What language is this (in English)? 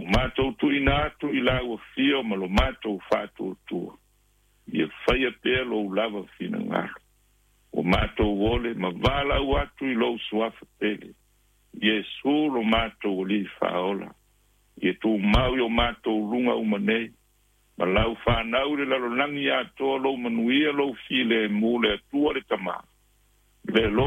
Samoan